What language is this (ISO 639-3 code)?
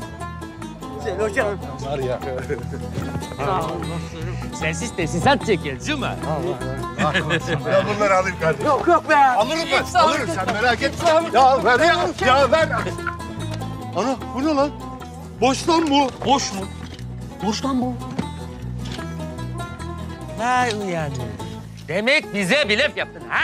tur